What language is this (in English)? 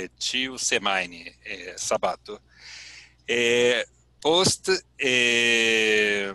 Esperanto